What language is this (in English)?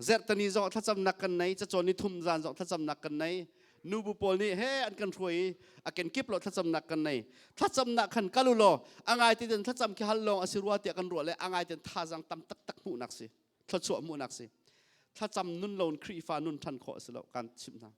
Hakha Chin